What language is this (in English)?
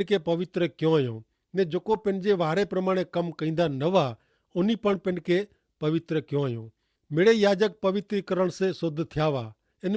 Kachhi